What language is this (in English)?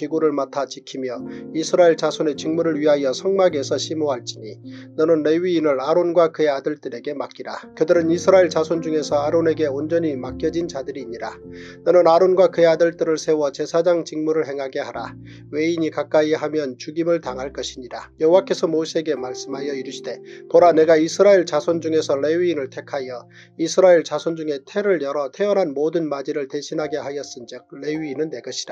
Korean